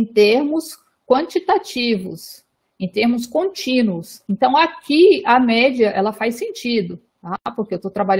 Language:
Portuguese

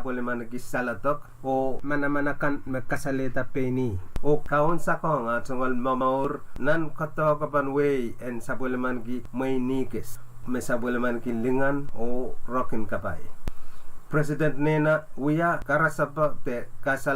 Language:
Pohnpeian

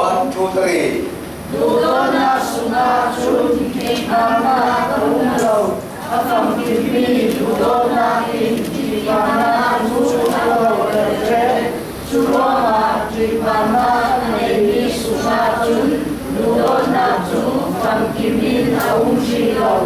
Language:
Falam Chin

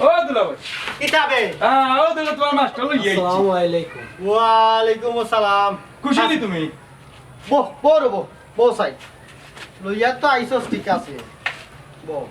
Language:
Sylheti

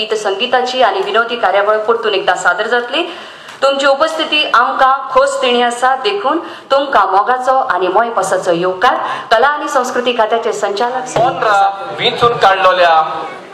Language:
Konkani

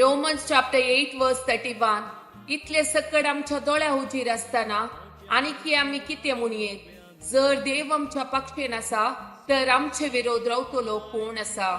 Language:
Konkani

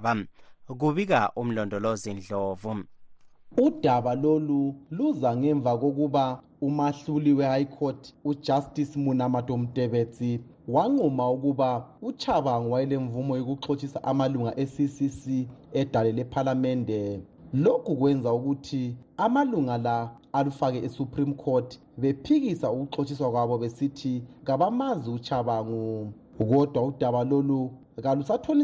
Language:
North Ndebele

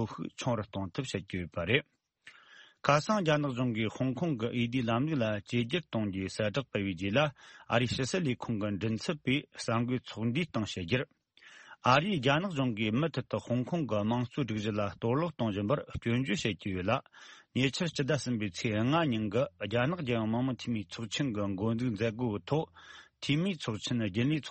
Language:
Tibetan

